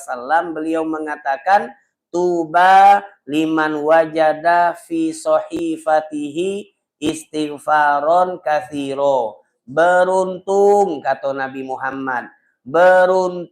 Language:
Musi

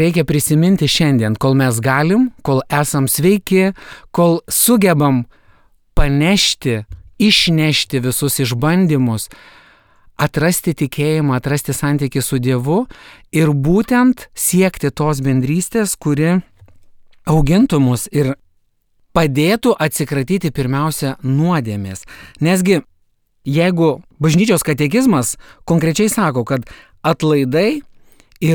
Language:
Lithuanian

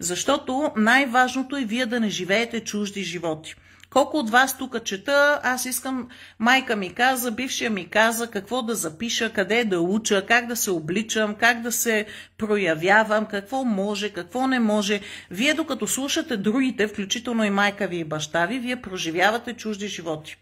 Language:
Bulgarian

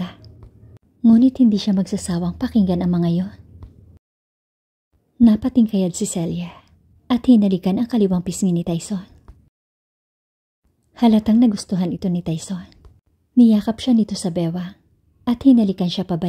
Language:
Filipino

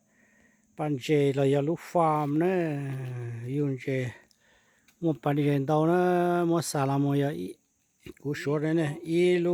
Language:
Hmong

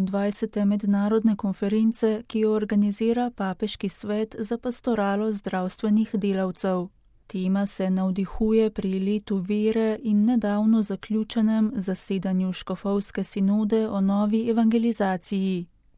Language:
Slovenian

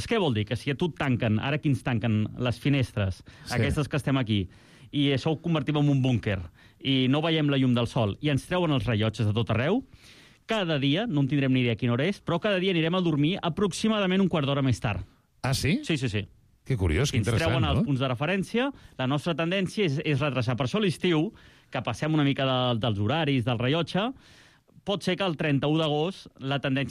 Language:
Catalan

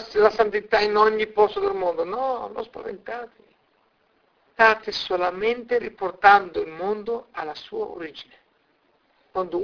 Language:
Italian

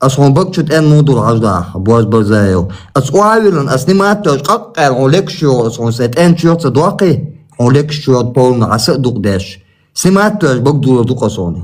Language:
Chechen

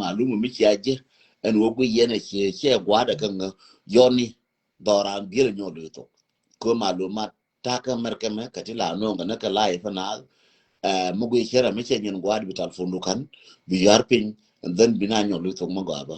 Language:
Nuer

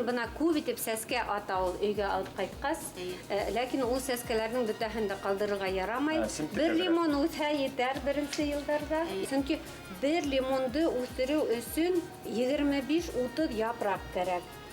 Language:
Bashkir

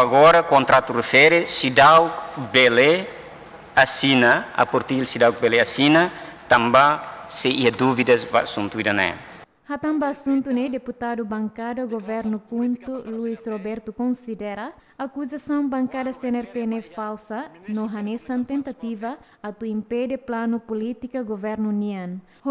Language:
Tetum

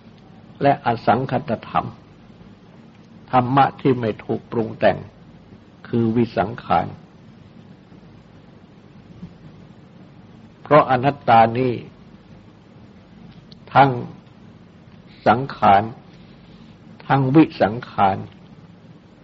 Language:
Thai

